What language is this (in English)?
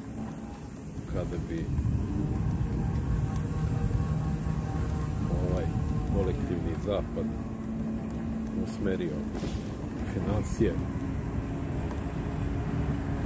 Serbian